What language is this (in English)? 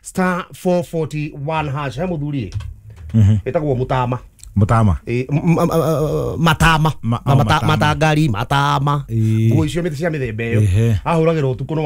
Kikuyu